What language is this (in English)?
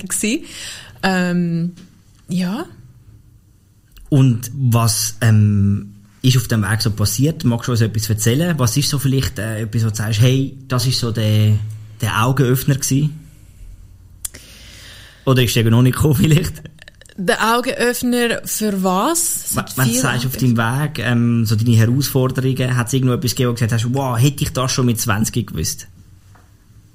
Swiss German